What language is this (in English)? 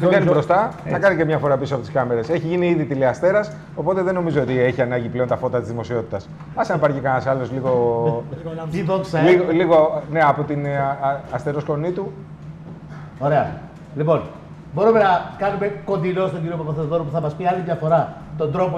Greek